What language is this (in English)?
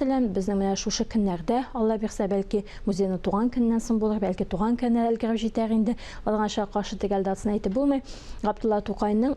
Tatar